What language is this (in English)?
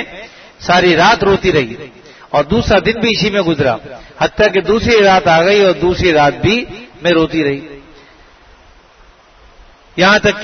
Urdu